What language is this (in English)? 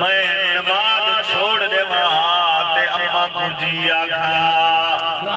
Saraiki